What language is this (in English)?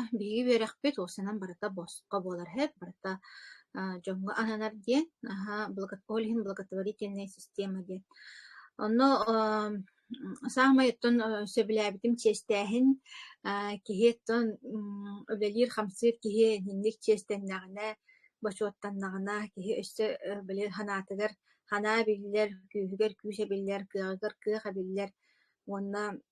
Yakut